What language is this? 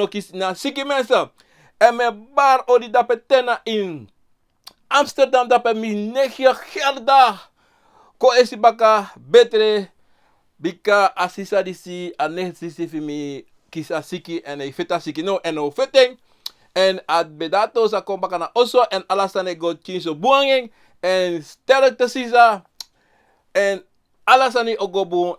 Sranan Tongo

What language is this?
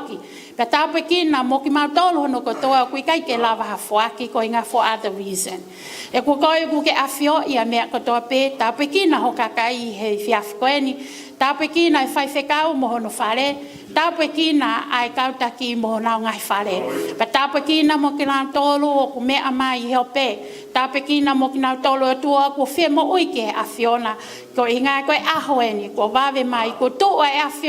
Tongan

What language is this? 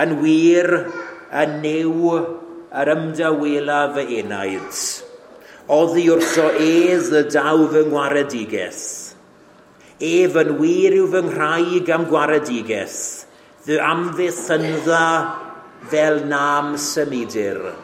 Welsh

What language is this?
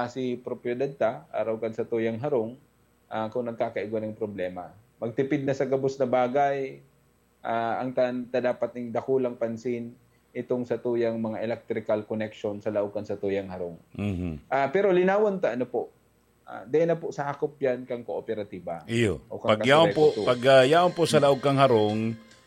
Bikol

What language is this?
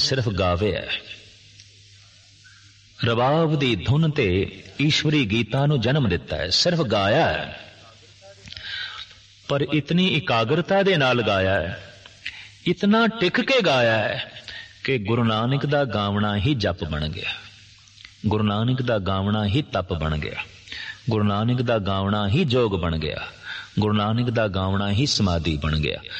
Punjabi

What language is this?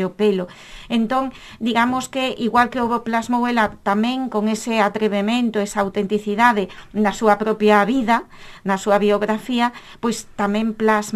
Galician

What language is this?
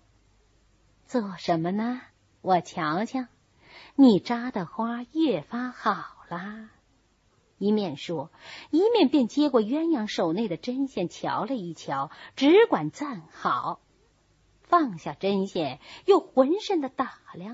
Chinese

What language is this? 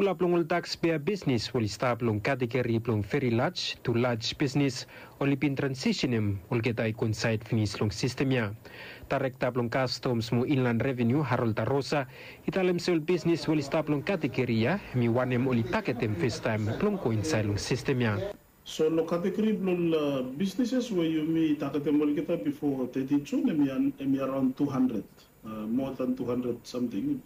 Bislama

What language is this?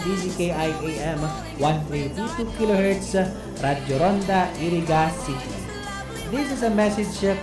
Bikol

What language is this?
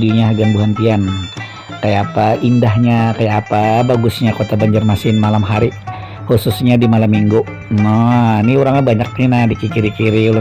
Banjar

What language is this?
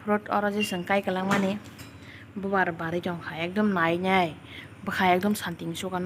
Kok Borok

